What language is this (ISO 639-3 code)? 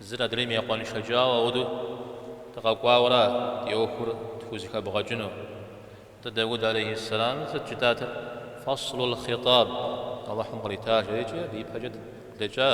kbd